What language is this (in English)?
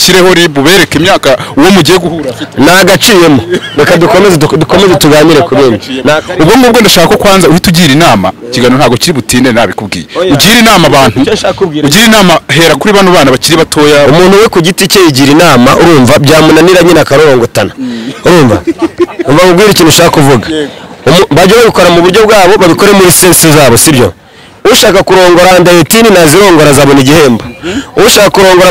Kinyarwanda